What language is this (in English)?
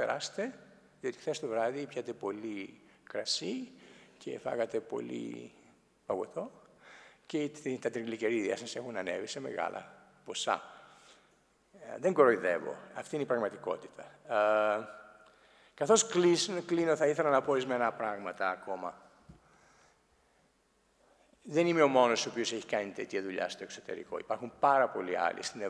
Greek